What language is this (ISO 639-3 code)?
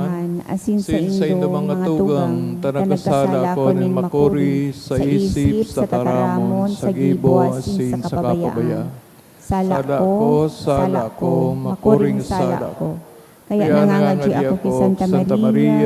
bik